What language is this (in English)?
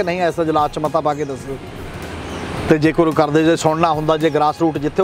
Punjabi